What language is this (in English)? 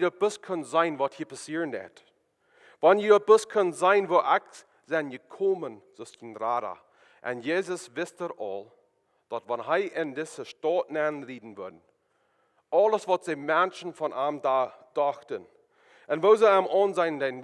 Plautdietsch